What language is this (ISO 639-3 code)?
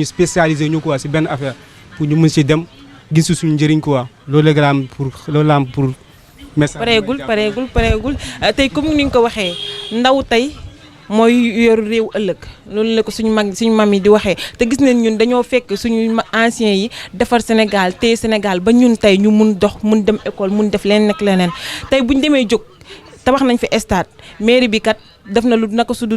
wol